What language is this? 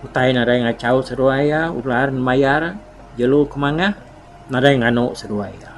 Iban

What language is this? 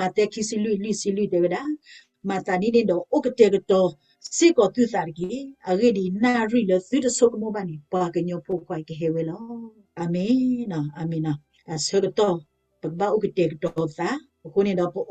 S'gaw Karen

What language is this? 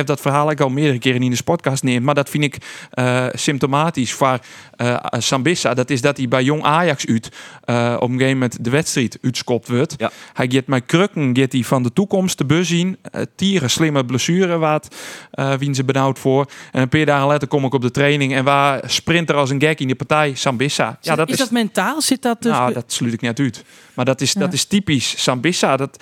Western Frisian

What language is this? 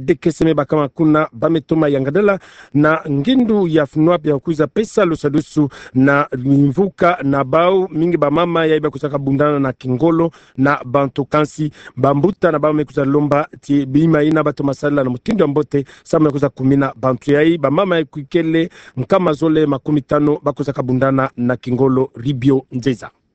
Kituba (Democratic Republic of Congo)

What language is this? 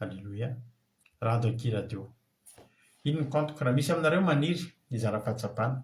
Malagasy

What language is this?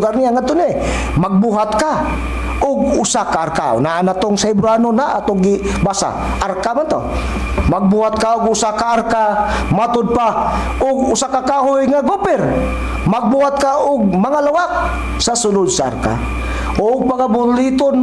Cebuano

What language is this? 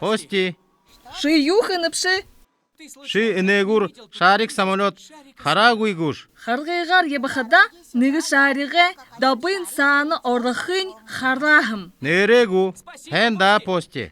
Buriat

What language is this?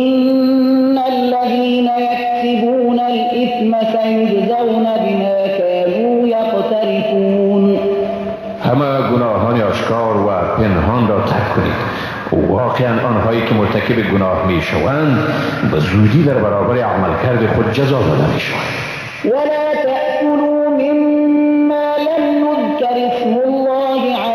Persian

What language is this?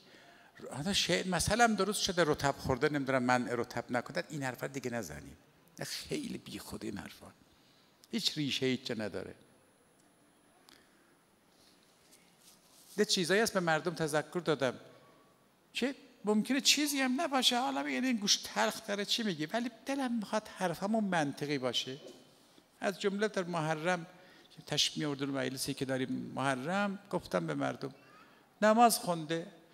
Persian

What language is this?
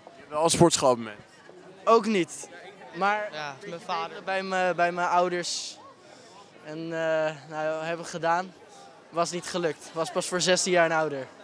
Dutch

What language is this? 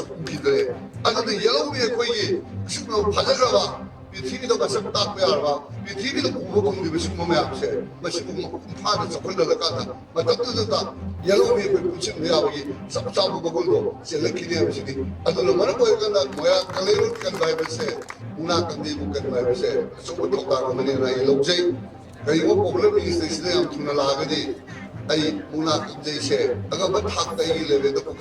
Manipuri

